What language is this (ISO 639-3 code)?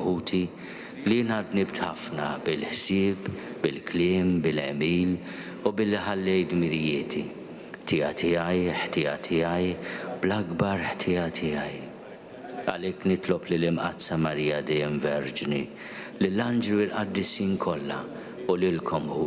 mlt